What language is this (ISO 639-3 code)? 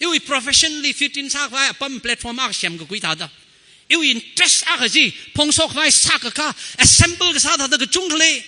nmf